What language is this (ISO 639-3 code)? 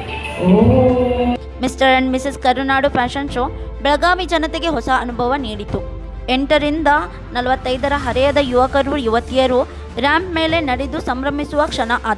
kan